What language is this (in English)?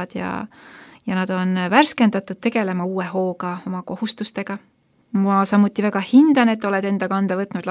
Estonian